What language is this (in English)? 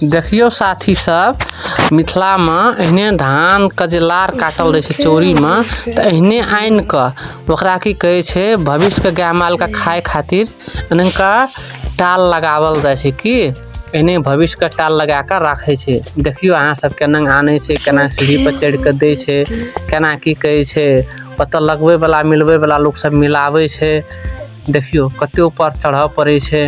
Maithili